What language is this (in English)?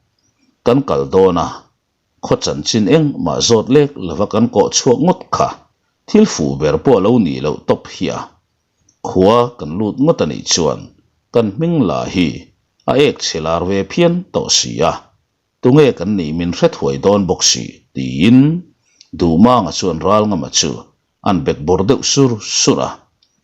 Mizo